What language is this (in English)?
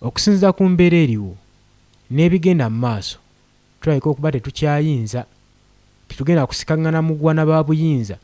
Ganda